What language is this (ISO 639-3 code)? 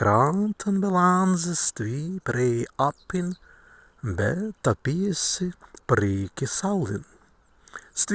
prg